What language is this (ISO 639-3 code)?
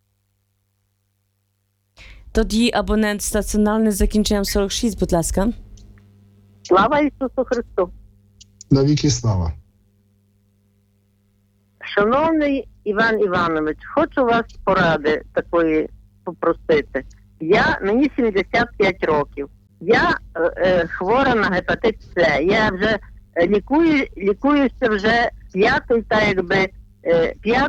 ukr